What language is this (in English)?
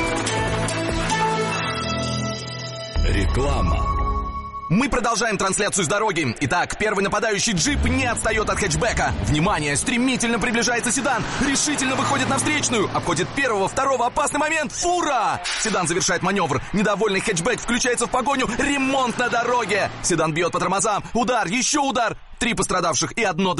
Russian